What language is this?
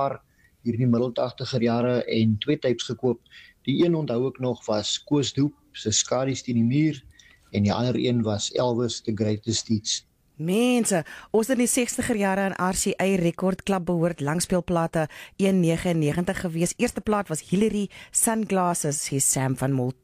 Afrikaans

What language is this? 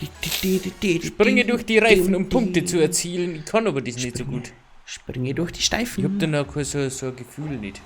Bavarian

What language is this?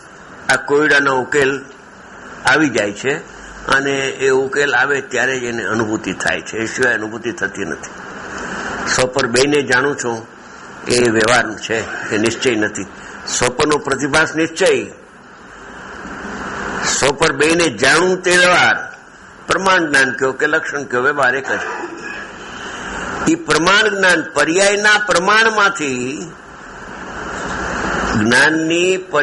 Gujarati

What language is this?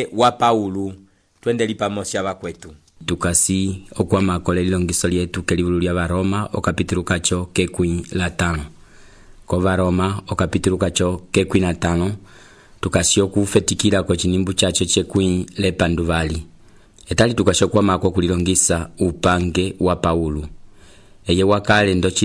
Umbundu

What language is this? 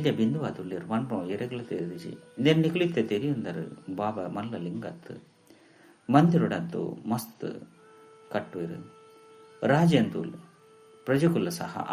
Tulu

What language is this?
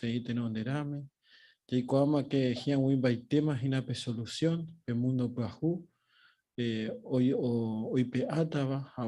Guarani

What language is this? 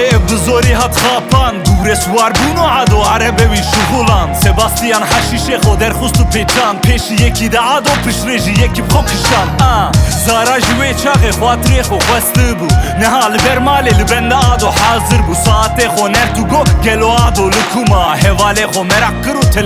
Kurdish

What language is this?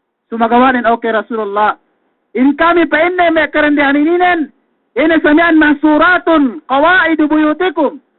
Yakan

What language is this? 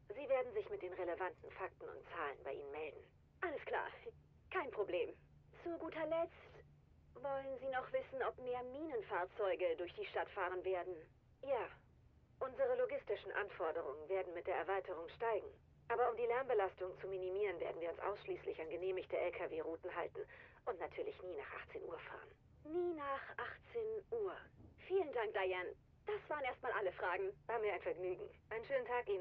German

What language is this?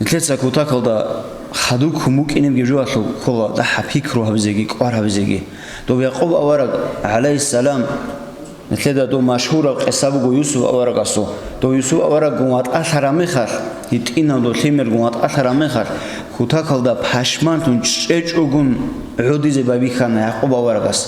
Avaric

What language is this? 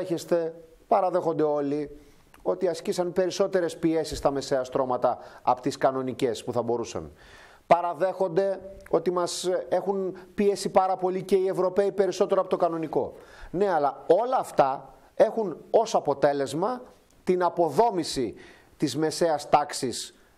Greek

